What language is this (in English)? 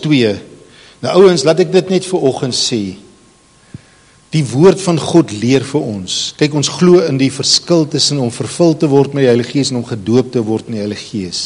Afrikaans